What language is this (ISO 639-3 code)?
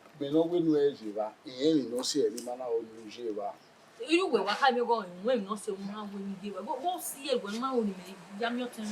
bin